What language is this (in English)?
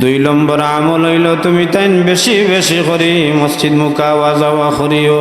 Sylheti